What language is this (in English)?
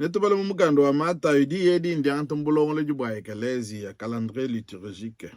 Luba-Lulua